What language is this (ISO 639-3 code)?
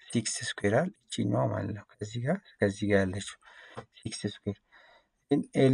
amh